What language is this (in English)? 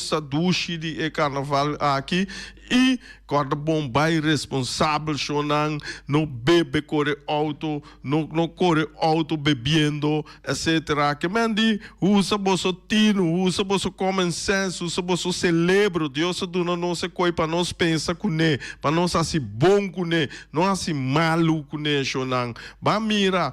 Papiamento